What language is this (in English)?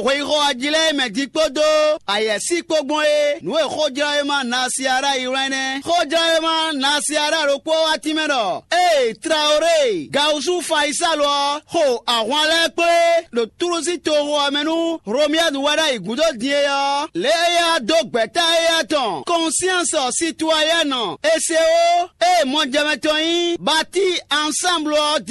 Fon